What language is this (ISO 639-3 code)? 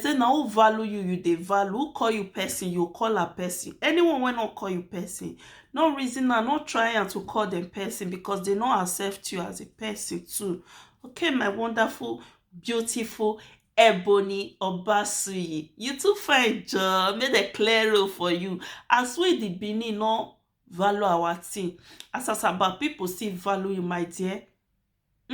pcm